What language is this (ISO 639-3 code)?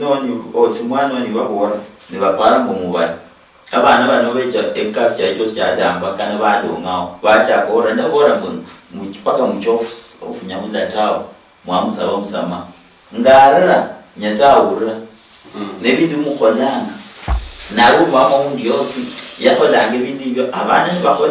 luy